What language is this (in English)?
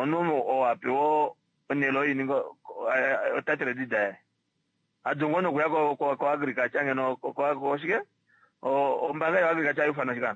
Kuanyama